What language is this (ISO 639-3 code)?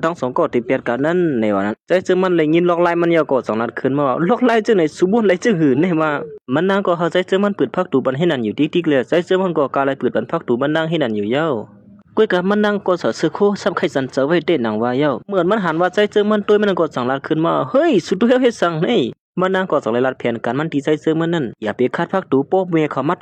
shn